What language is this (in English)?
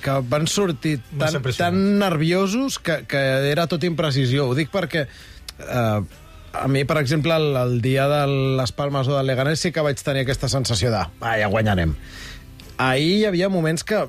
Catalan